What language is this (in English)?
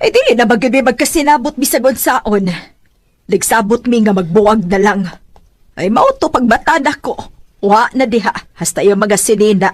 Cebuano